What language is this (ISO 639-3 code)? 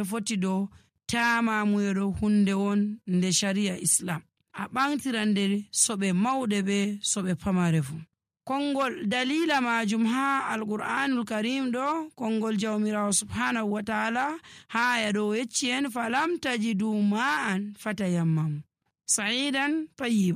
fuv